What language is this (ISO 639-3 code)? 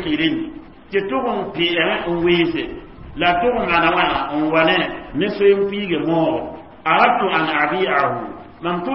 mos